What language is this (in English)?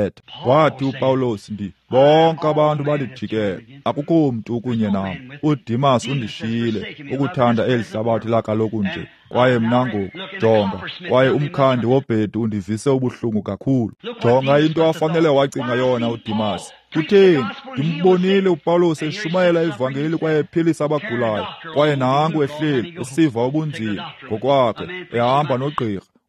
Xhosa